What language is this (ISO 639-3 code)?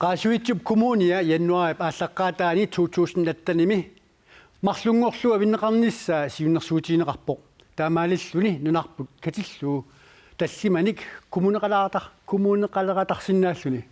kal